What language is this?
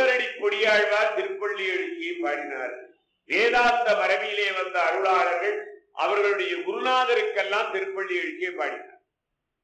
Tamil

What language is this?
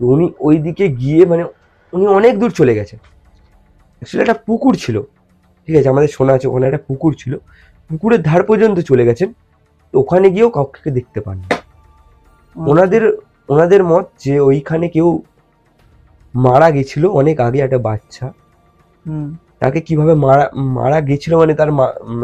Bangla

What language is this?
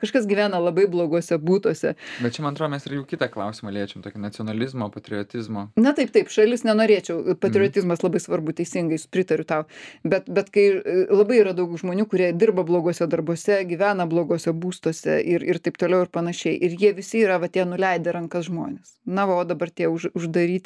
Lithuanian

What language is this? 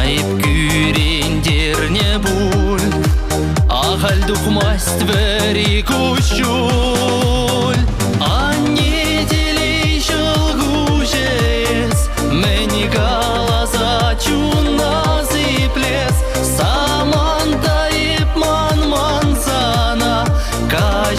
Chuvash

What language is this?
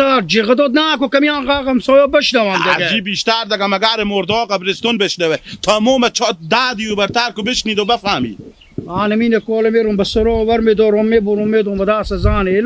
Hazaragi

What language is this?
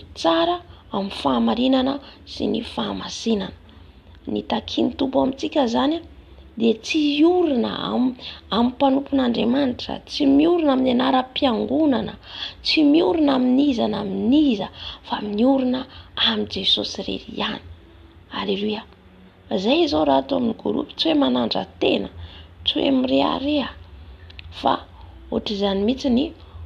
Malagasy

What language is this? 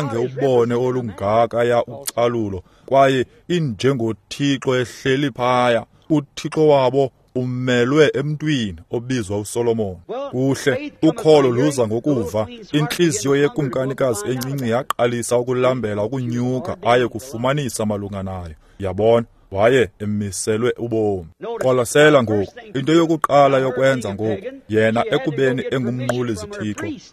Xhosa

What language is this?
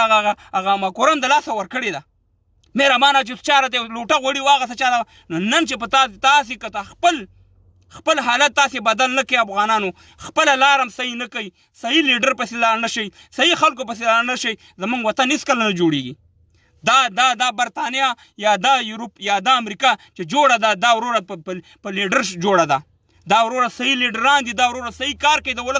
Pashto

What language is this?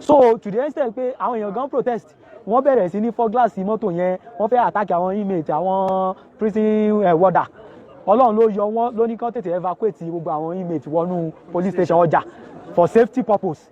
Yoruba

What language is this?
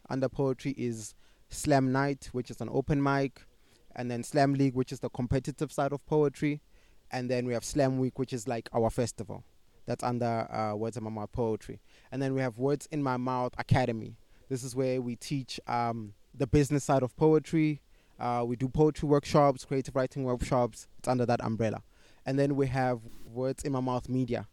English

